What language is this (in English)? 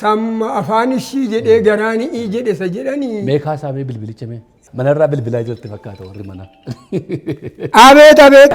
Oromo